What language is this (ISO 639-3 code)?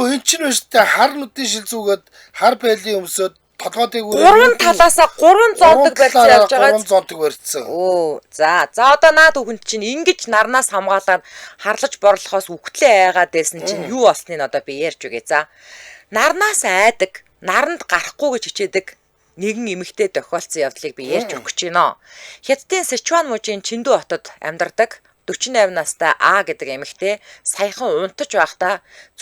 mon